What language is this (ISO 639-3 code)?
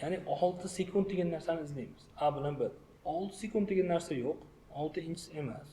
uzb